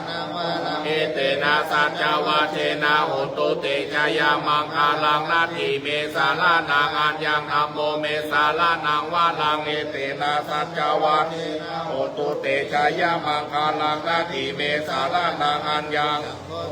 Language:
Pali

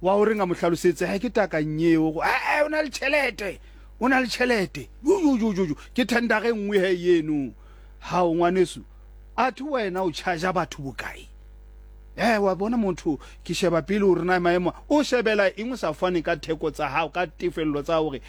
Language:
Southern Sotho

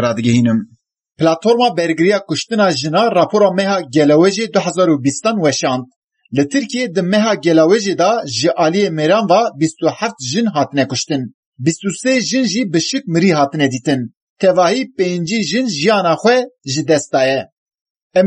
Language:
Kurdish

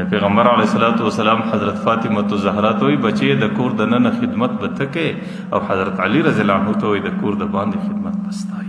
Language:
Pashto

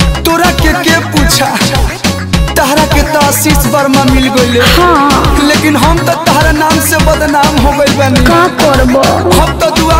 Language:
Bhojpuri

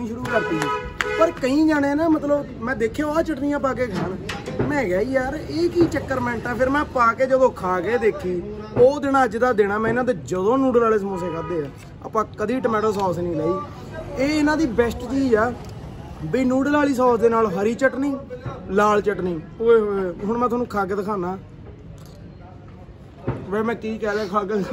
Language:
Punjabi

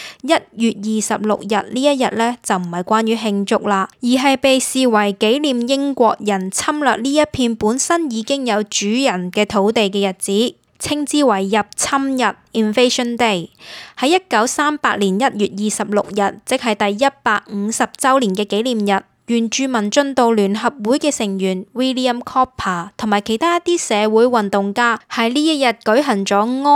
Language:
Cantonese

